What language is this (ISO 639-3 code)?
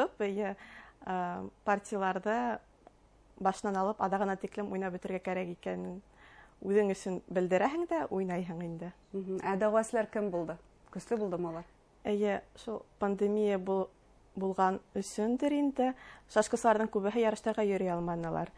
bak